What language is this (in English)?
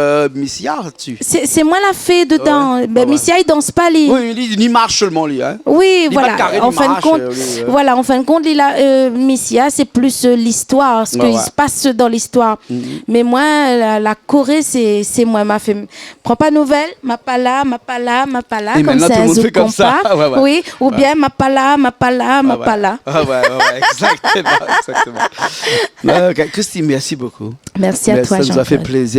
Réunion Creole French